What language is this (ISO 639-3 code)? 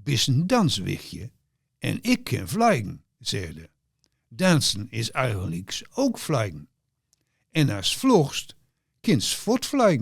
gos